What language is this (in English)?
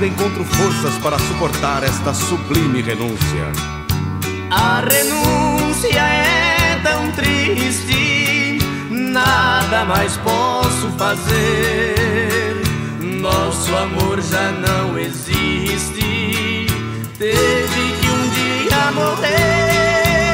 Portuguese